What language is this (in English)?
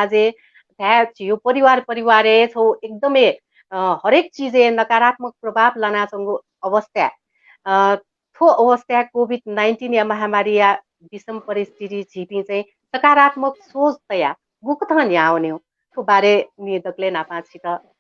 Newari